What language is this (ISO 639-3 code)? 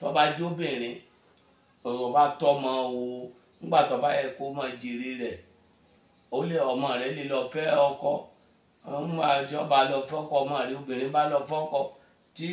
yor